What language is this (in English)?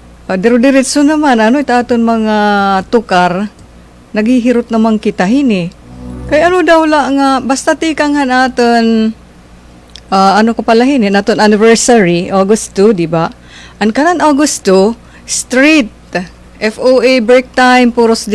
Waray